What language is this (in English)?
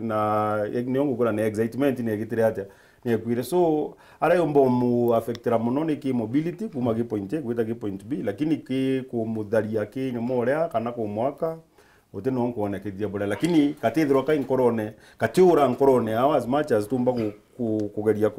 Meru